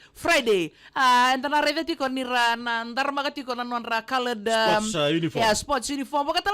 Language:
Fijian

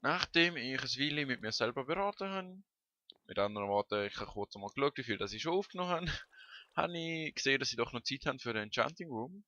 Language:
Swiss German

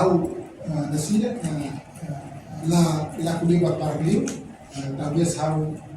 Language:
Tetum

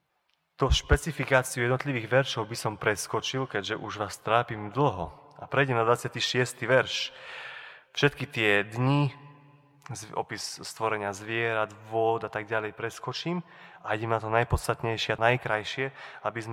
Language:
Slovak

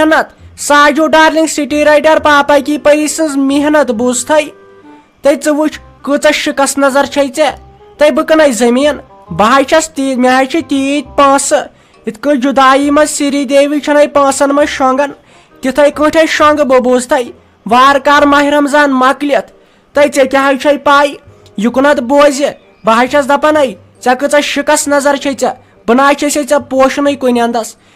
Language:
Kashmiri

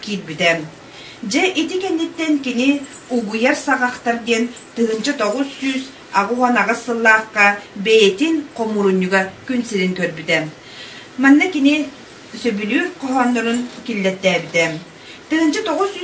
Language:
Yakut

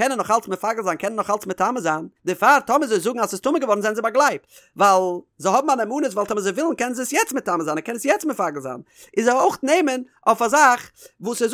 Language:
Yiddish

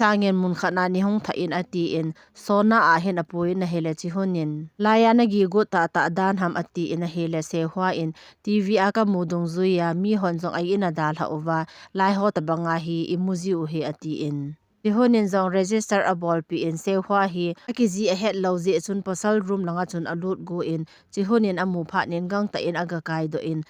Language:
Thado Chin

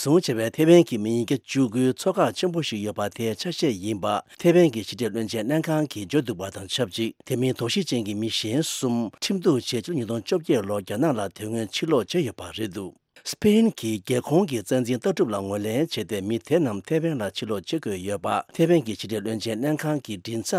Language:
Tibetan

